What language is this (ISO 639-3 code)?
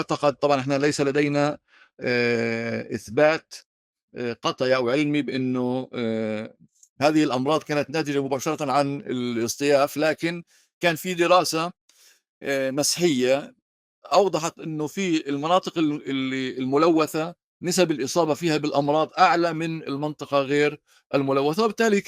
apc